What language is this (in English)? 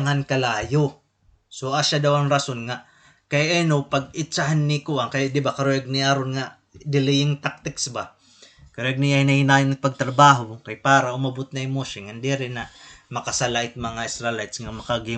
Waray